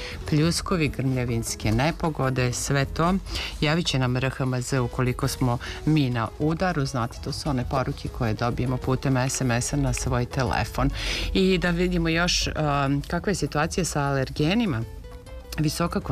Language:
Serbian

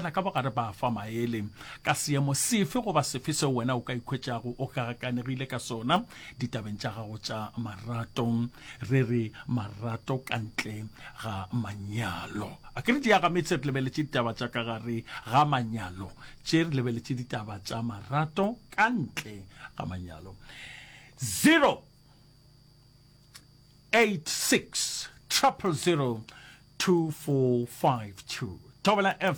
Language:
Northern Sotho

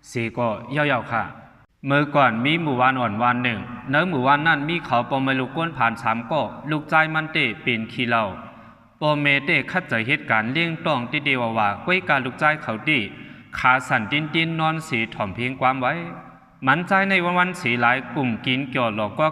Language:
Shan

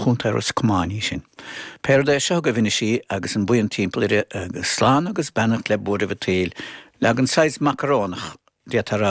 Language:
Irish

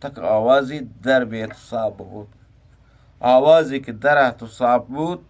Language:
Eastern Balochi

